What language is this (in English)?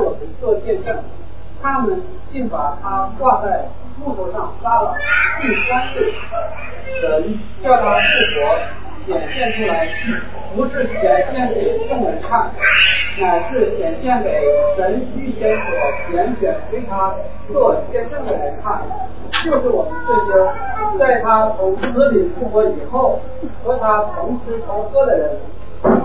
Chinese